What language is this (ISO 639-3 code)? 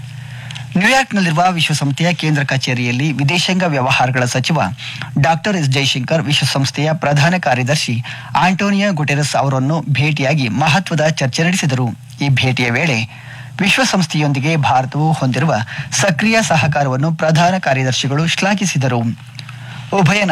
kan